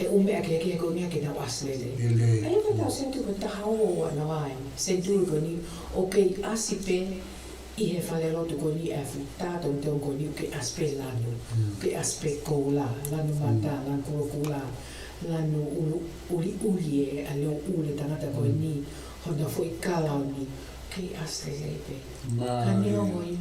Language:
Tongan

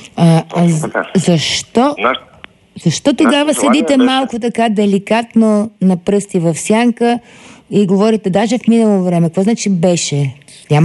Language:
Bulgarian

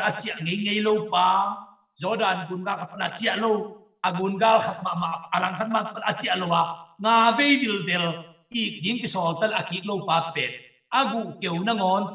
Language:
Tedim Chin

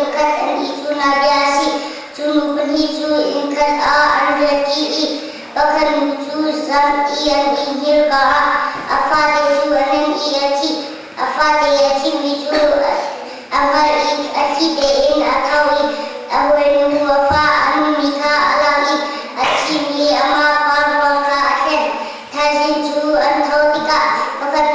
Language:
Hakha Chin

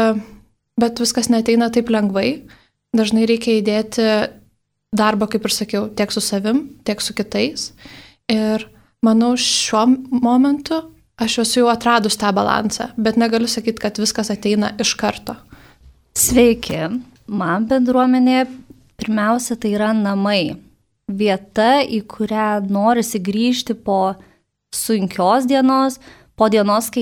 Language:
Lithuanian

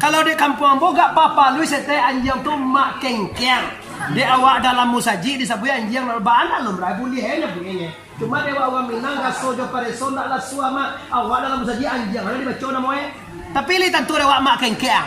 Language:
Minangkabau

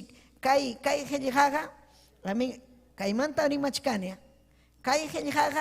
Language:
Ayacucho Quechua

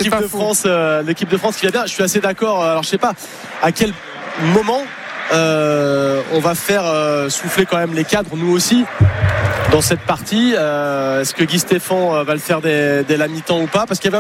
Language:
French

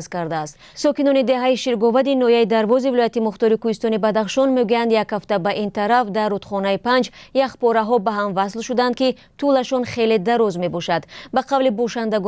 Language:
Tajik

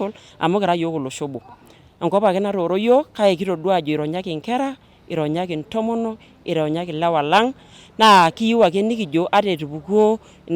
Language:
Masai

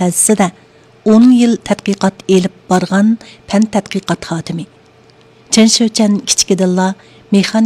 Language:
Uyghur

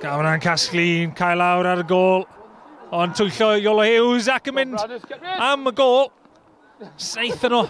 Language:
Welsh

